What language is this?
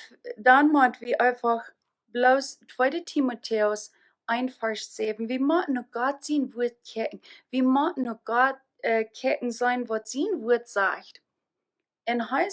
Plautdietsch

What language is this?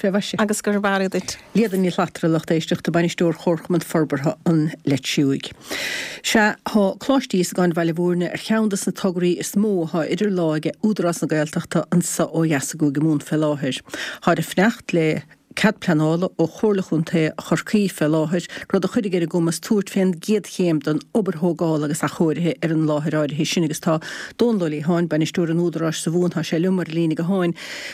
Irish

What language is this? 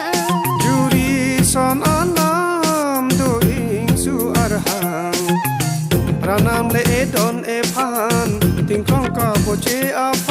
Karbi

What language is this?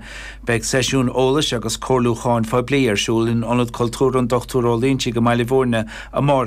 Irish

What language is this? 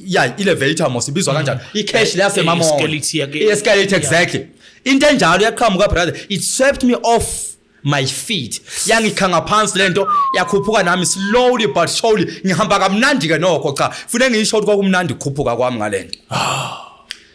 Zulu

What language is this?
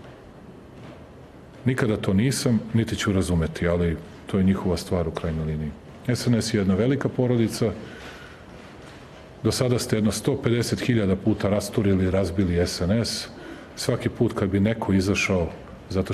Serbian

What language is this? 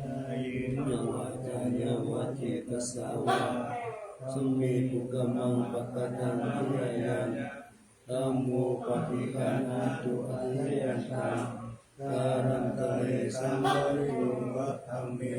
Pali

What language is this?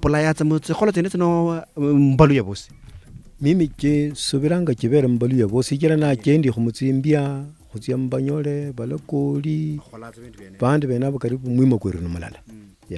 Luyia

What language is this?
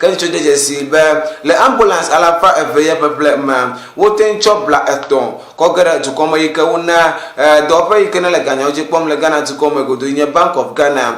Ewe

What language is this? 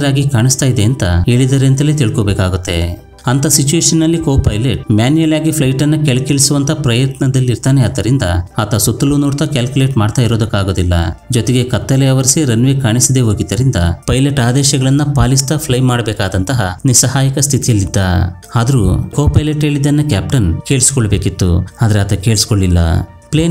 Kannada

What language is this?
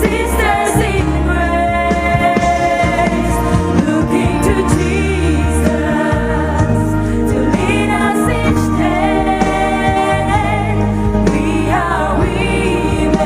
Poumei Naga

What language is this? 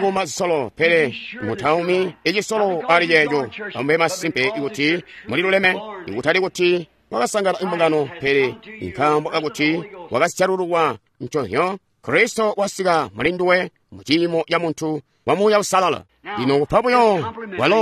Tonga (Zambia)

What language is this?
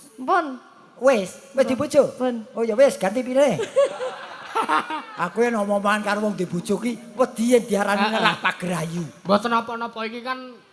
Javanese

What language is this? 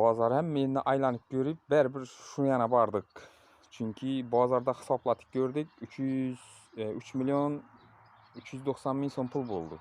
Uzbek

